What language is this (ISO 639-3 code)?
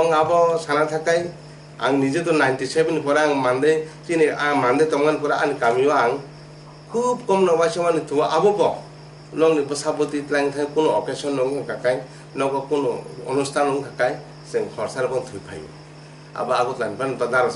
trp